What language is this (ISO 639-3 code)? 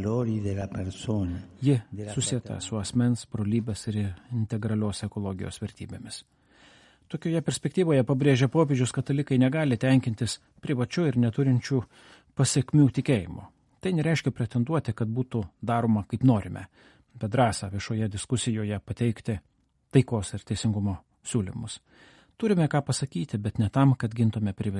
lit